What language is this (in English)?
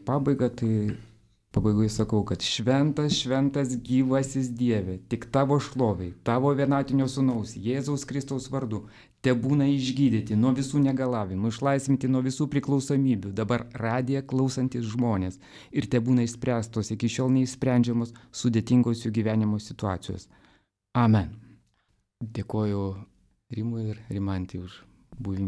Lithuanian